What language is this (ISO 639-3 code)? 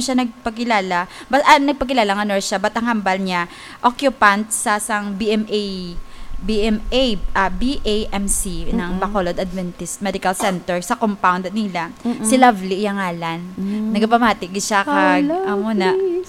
hil